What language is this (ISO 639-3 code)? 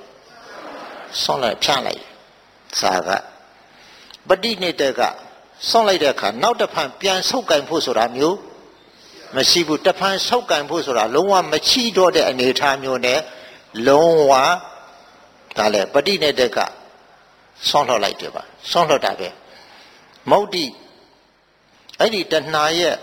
mya